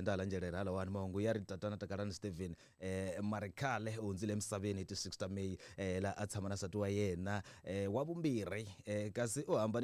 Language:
Tsonga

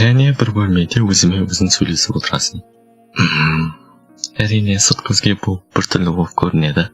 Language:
Kazakh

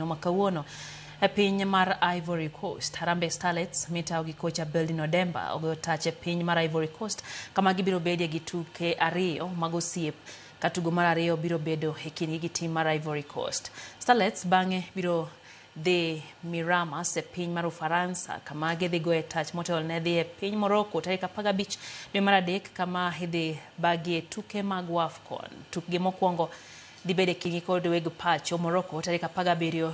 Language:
Luo (Kenya and Tanzania)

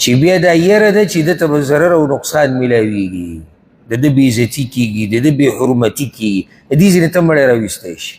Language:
Pashto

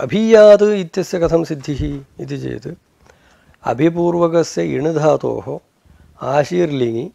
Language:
Sanskrit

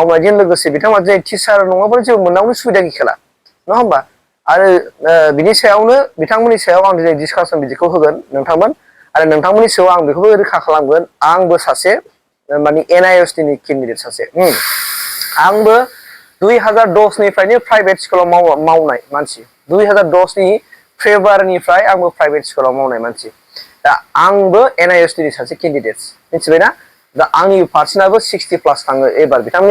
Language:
Bodo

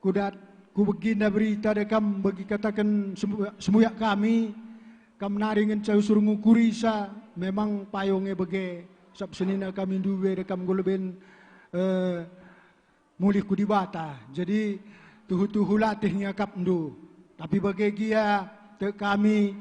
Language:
Batak Karo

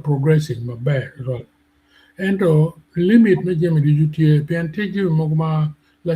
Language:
Acoli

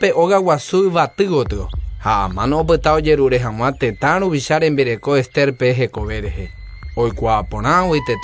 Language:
Guarani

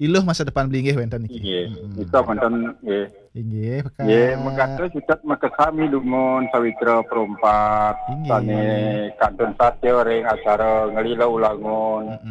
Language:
Balinese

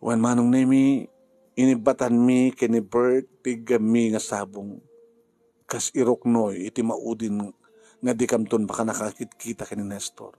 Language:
Iloko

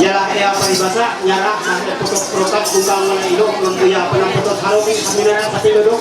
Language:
Ma'anyan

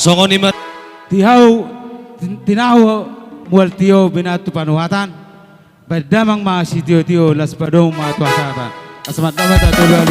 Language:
Batak Toba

